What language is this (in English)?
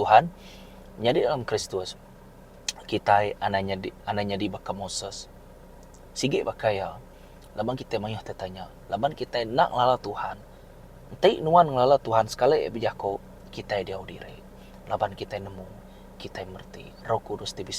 Iban